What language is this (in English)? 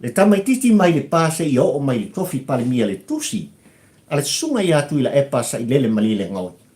Samoan